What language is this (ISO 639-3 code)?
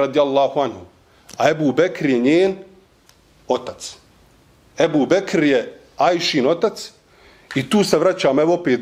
bos